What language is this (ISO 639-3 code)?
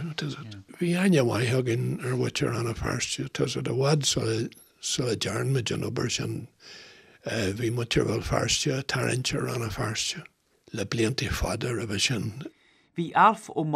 gle